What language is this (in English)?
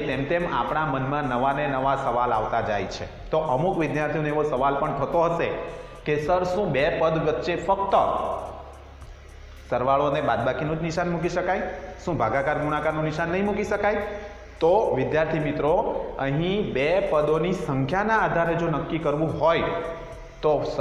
Gujarati